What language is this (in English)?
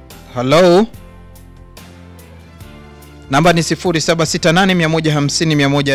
Swahili